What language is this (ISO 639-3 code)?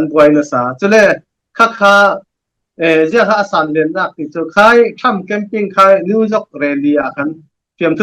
cfm